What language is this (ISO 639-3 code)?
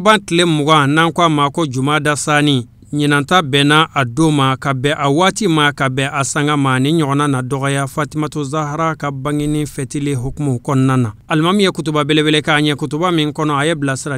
bam